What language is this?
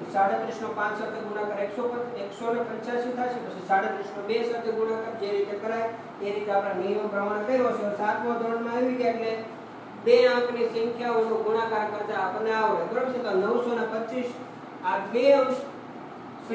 Gujarati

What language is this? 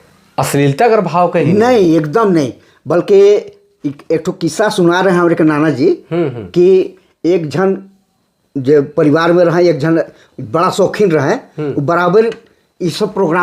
Sadri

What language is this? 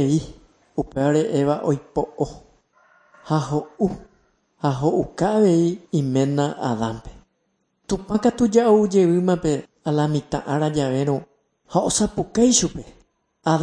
Guarani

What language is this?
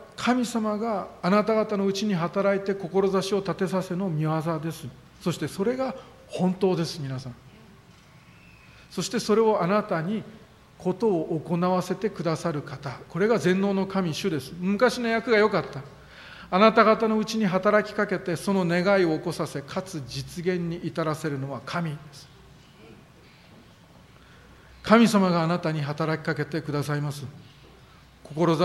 Japanese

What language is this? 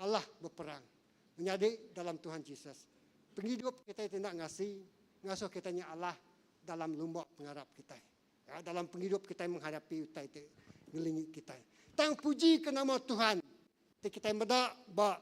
Iban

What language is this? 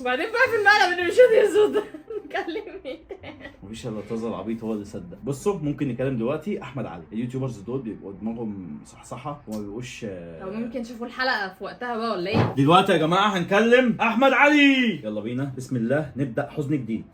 Egyptian Arabic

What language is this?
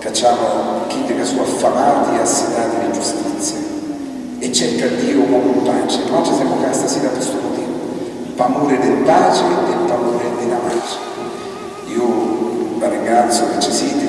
Sicilian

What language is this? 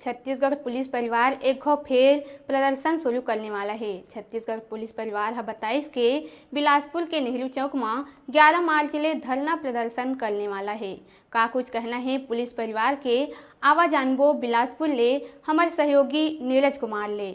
Chhattisgarhi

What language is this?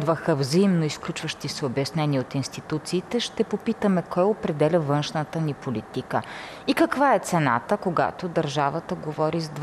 Bulgarian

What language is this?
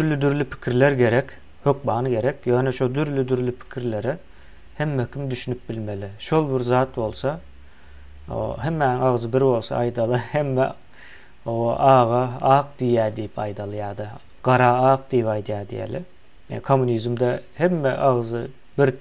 Turkmen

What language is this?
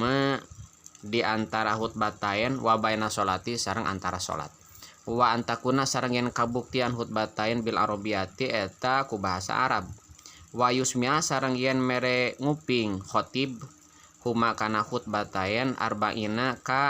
Sundanese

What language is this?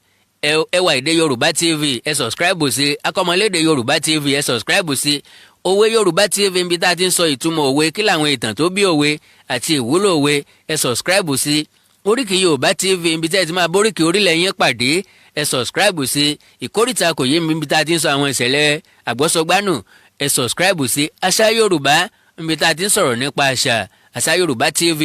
Yoruba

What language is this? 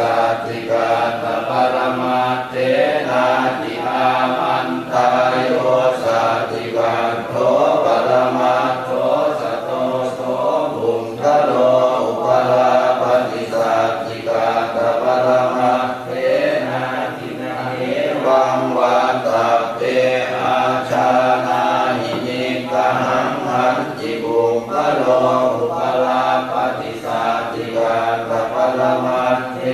Pali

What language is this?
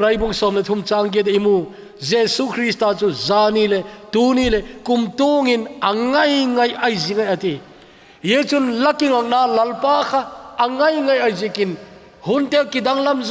Thado Chin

